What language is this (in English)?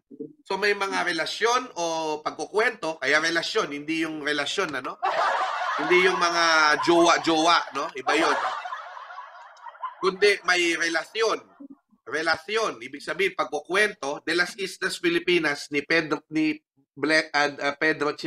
Filipino